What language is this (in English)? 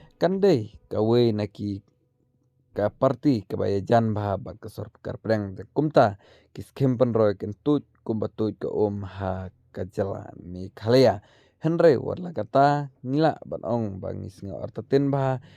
Khasi